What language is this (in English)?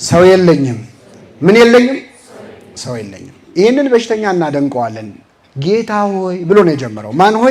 Amharic